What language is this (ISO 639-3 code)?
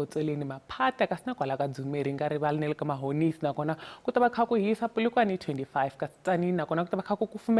tso